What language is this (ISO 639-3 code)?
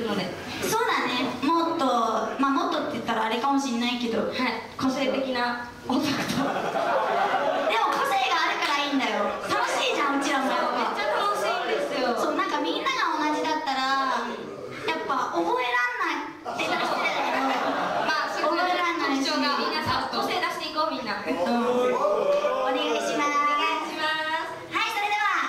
jpn